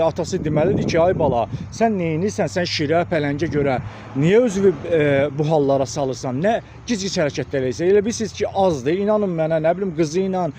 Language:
Azerbaijani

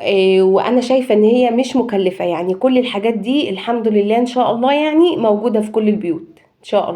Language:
Egyptian Arabic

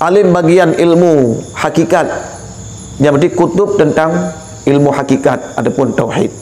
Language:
Achinese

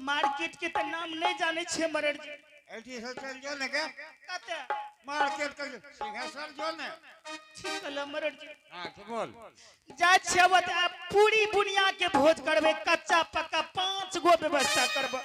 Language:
Angika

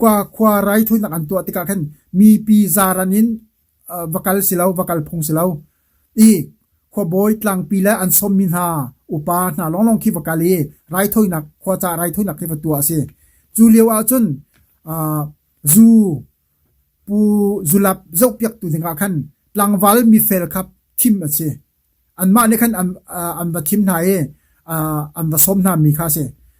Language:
Hakha Chin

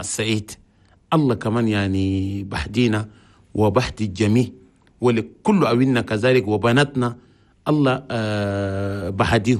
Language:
Chadian Arabic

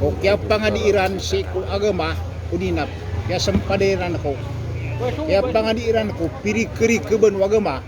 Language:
Maranao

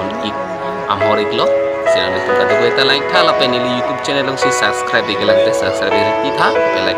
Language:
Karbi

